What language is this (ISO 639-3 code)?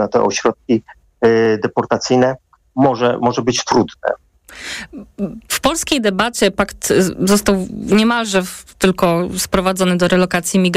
pol